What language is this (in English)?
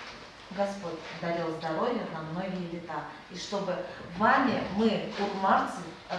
Chuvash